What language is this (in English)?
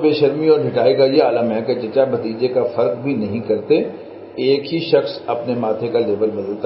Urdu